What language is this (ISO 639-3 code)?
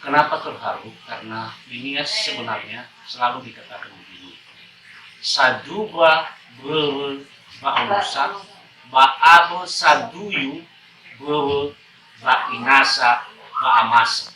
nia